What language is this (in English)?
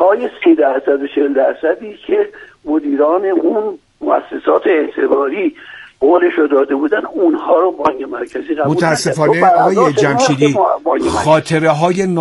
Persian